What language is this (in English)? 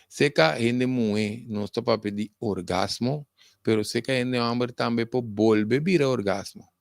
Papiamento